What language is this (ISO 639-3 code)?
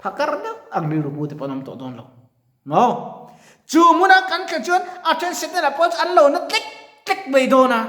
lus